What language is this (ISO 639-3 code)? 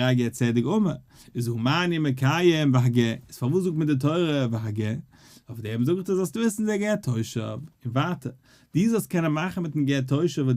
yid